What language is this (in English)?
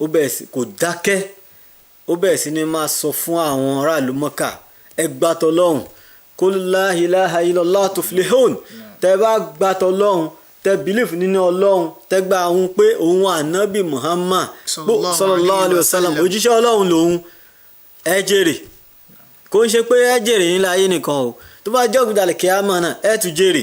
Yoruba